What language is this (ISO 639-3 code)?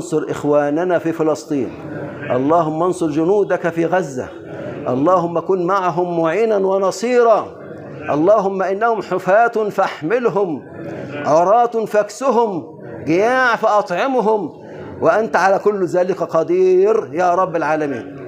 ara